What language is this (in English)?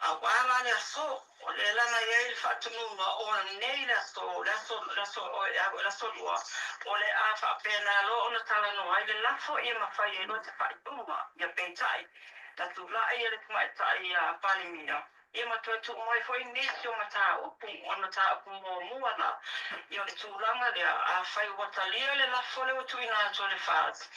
Samoan